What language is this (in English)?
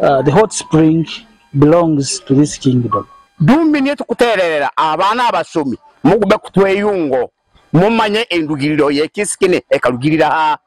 Nyankole